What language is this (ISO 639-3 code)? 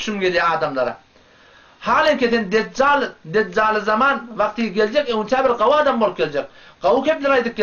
tuk